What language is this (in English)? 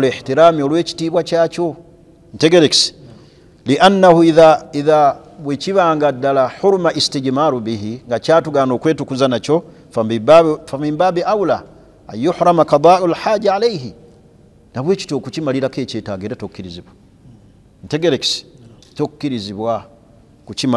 Ganda